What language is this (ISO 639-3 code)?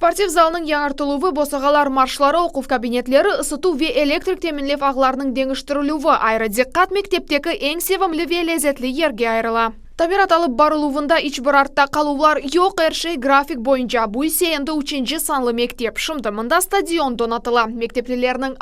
crh